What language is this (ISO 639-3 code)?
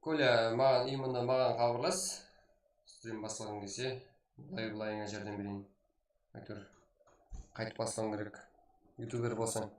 kaa